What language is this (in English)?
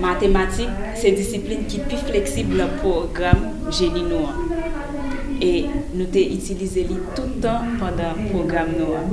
Haitian Creole